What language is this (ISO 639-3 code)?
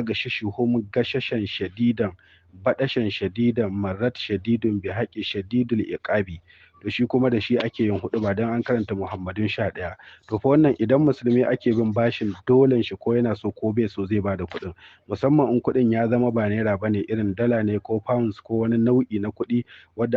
hau